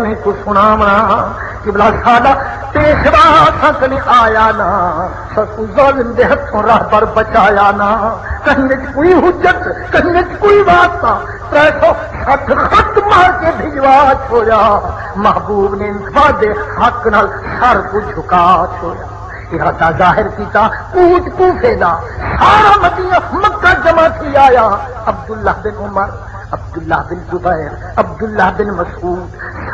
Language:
Saraiki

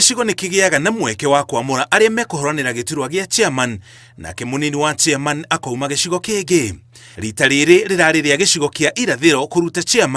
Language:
Kikuyu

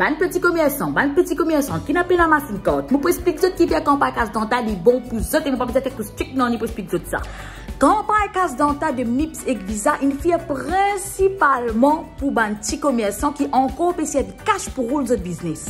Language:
Morisyen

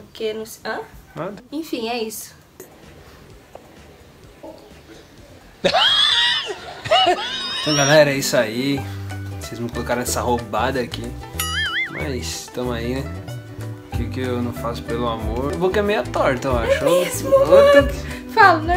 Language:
Portuguese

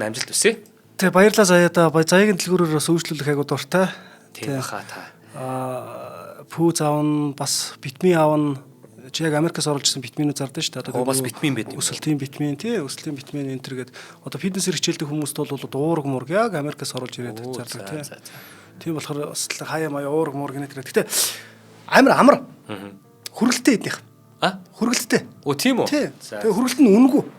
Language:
Mongolian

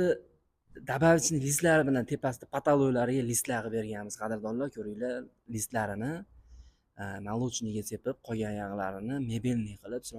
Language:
Uzbek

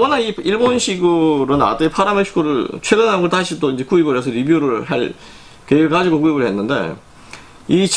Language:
Korean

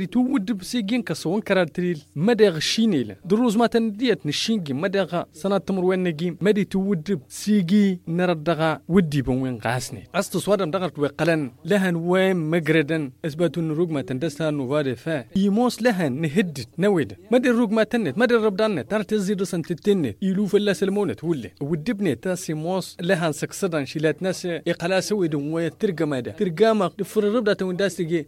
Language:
Tamasheq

